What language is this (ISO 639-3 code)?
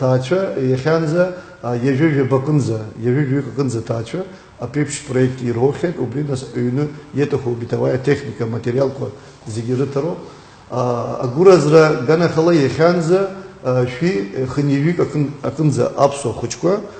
abk